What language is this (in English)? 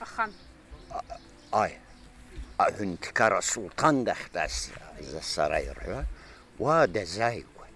Abkhazian